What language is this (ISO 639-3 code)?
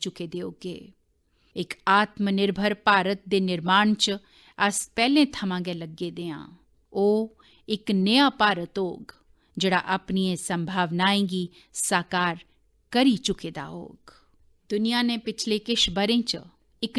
doi